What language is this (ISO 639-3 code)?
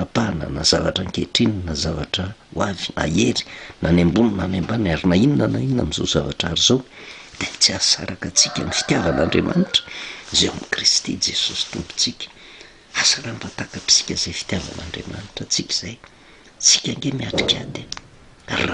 mlg